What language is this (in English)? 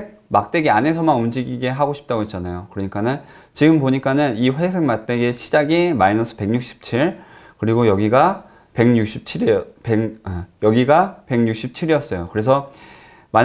Korean